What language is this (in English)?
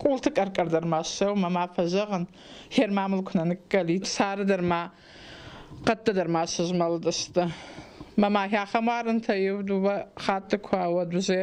Ossetic